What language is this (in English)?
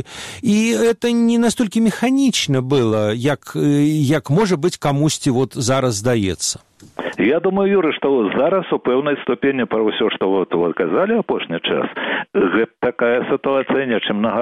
Belarusian